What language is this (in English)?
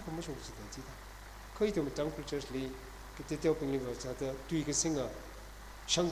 Tangkhul Naga (India)